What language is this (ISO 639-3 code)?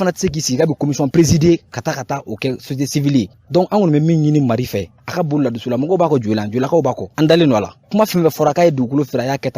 bam